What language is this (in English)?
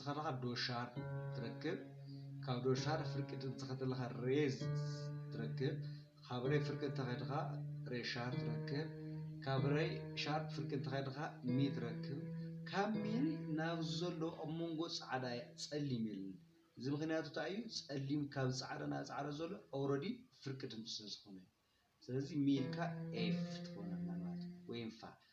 Tigrinya